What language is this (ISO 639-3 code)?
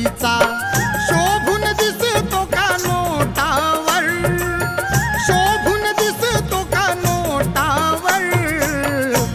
mar